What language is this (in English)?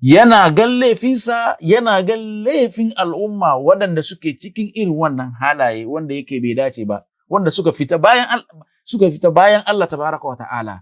Hausa